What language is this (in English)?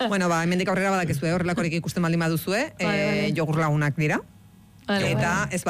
Basque